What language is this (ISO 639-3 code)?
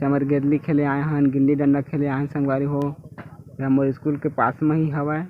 hne